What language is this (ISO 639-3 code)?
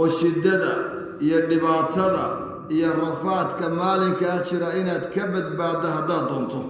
som